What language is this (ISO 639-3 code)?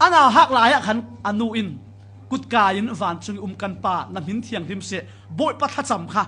cfm